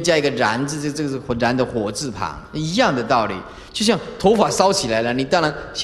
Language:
Chinese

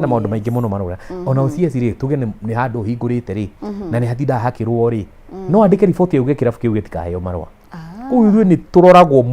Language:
Kikuyu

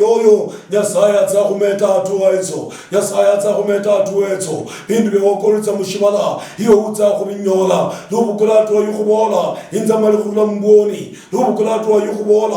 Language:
Luyia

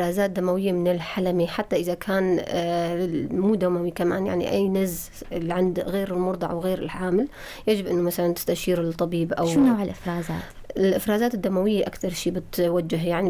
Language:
North Levantine Arabic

